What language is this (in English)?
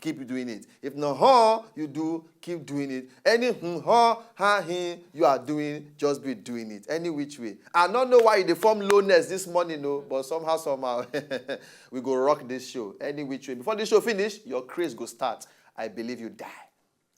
Nigerian Pidgin